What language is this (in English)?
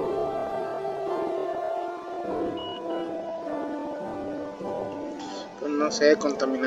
Spanish